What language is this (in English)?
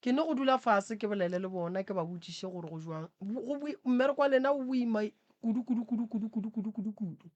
Northern Sotho